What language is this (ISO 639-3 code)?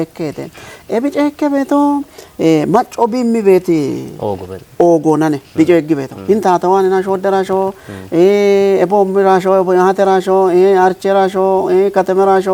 kbr